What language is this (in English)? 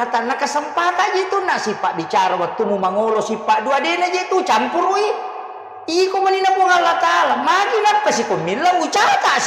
Buginese